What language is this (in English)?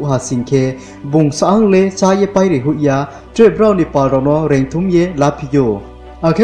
Riang (India)